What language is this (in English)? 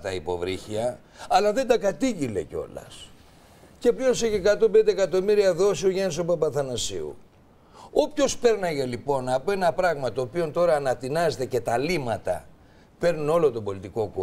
Greek